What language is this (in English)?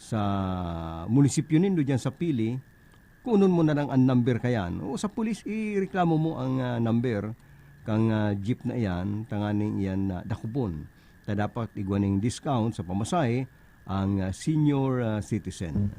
Bikol